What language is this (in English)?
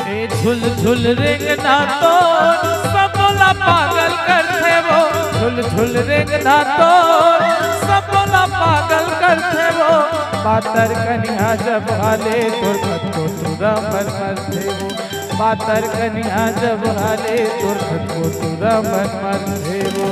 Chhattisgarhi